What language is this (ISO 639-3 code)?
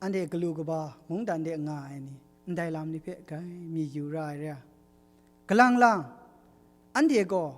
kac